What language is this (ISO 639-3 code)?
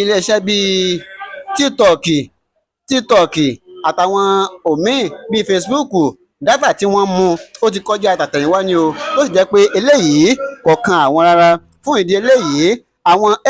yor